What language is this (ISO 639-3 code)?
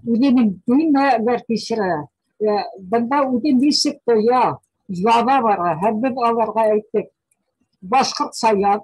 bak